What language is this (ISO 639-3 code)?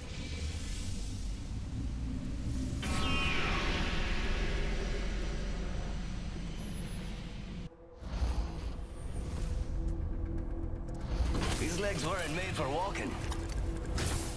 eng